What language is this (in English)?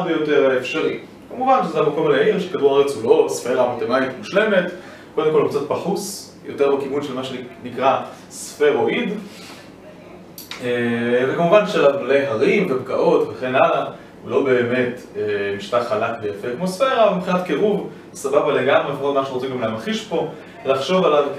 Hebrew